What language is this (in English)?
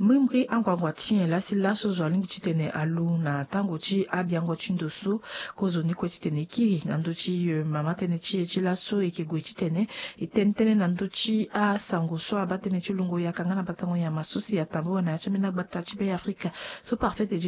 Sango